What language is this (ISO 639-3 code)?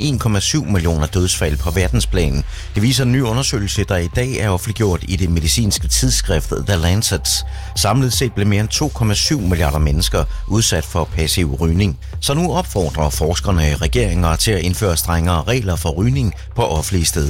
dan